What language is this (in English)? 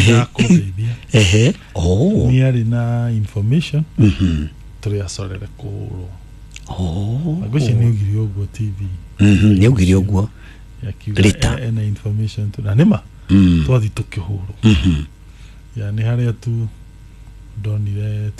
Kikuyu